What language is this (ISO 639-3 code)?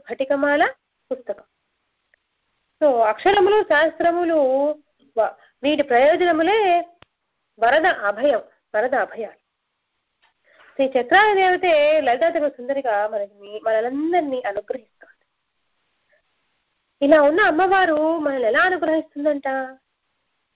tel